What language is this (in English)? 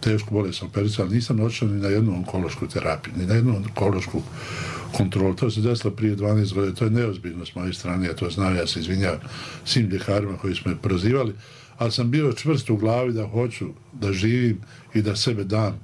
Bosnian